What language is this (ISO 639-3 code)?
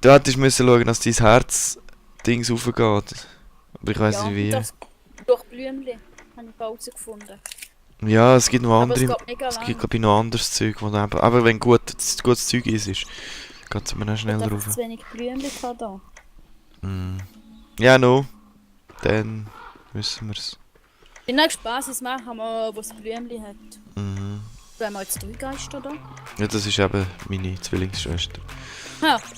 gsw